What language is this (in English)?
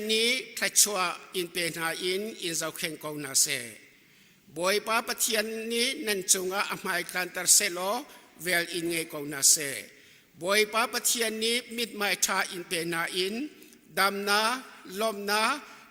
Hakha Chin